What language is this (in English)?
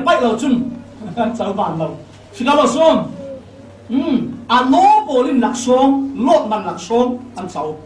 Falam Chin